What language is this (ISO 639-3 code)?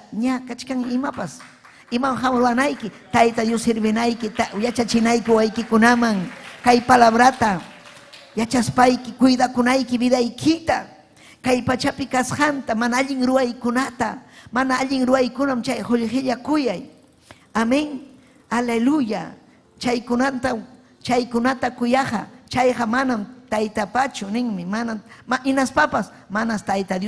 quy